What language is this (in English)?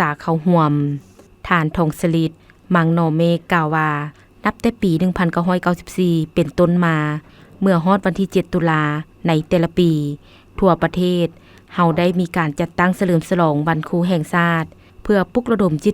Lao